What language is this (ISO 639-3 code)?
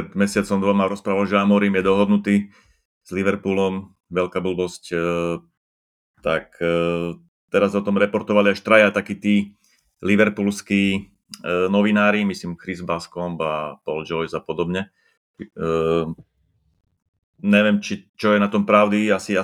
slk